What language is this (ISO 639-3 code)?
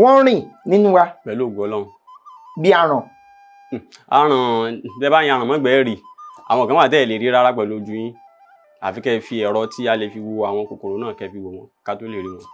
yor